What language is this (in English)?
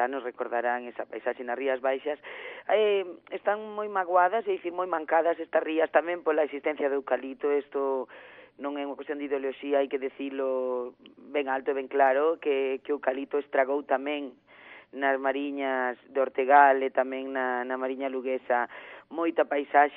Galician